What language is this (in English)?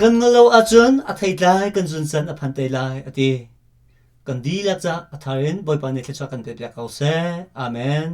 Hakha Chin